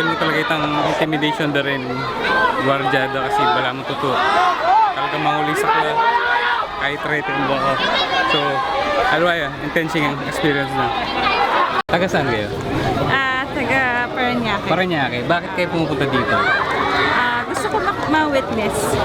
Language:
Pampanga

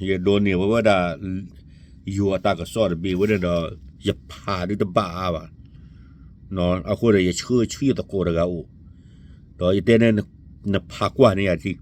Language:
S'gaw Karen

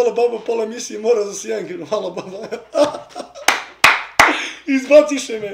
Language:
Serbian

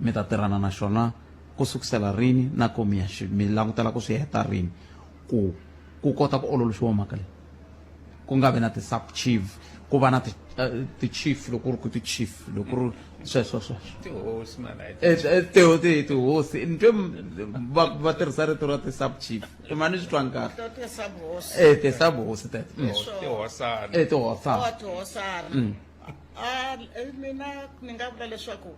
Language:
Tsonga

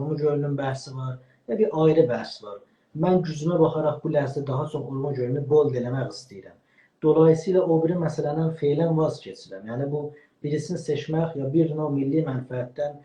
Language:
South Azerbaijani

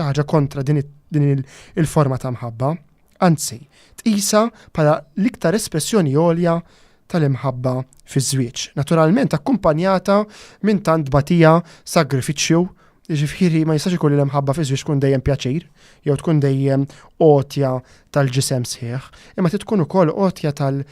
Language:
Maltese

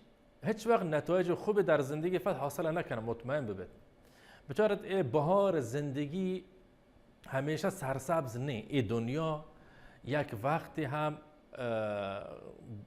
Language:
Baluchi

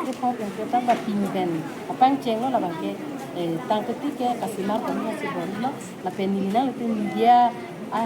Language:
Karbi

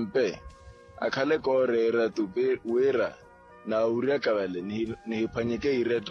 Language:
Makhuwa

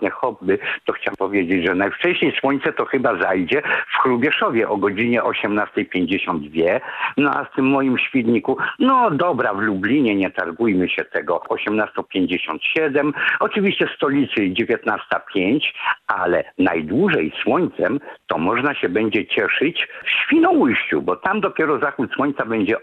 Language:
Polish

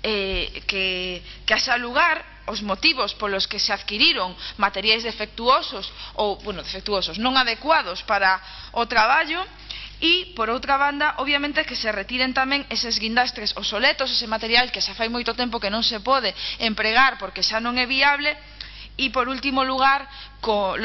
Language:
Galician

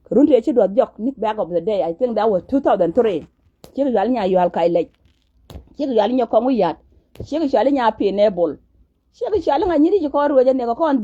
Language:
Nuer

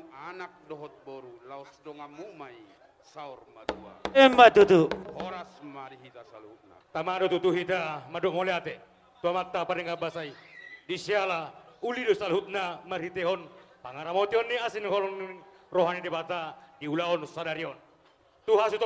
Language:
Batak Toba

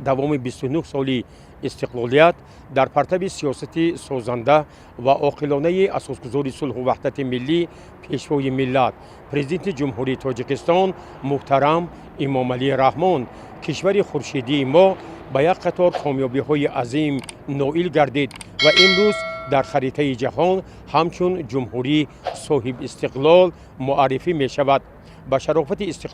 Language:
Tajik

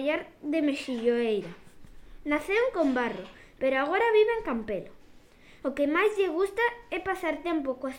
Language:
Galician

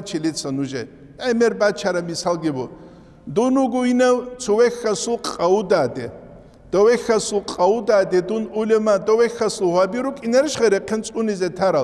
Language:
Avaric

